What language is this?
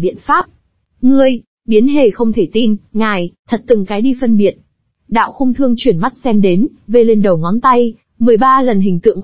Vietnamese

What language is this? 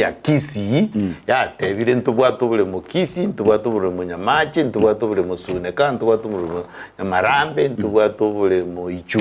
Gusii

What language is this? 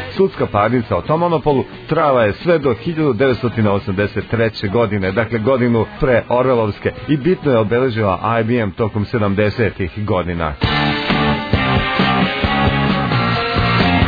Serbian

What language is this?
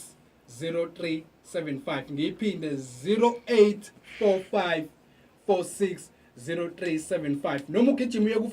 Zulu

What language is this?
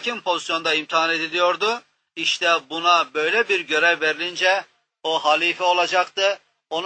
Turkish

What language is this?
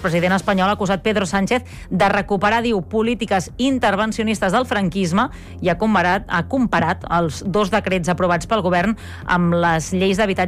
Catalan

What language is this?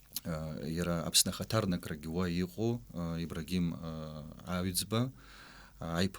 Abkhazian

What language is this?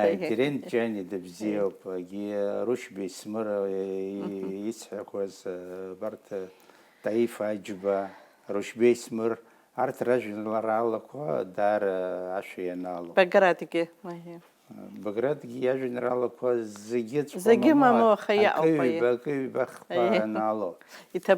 Abkhazian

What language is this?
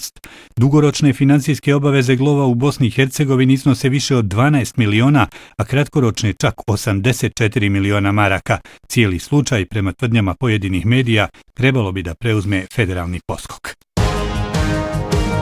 Bosnian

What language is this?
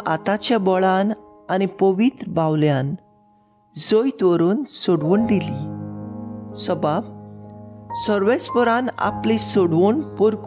Konkani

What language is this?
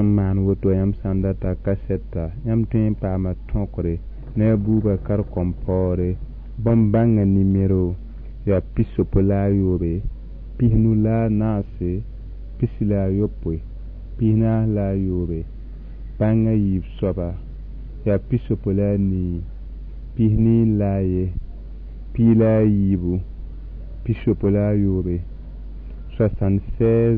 Mossi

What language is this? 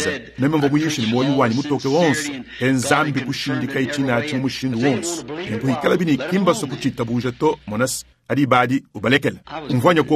Luba-Lulua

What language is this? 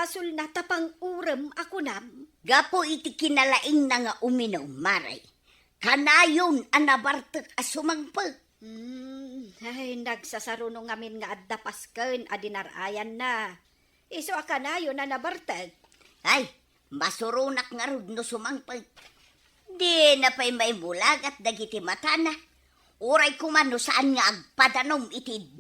Iloko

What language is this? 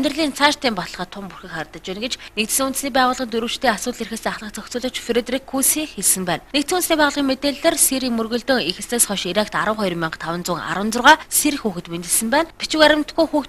Mongolian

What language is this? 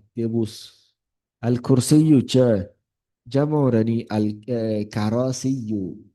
Yoruba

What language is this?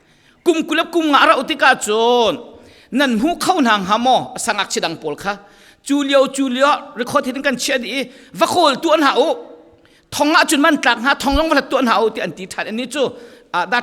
Falam Chin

